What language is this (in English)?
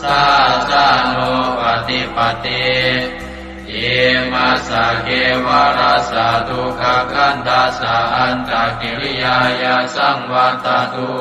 Pali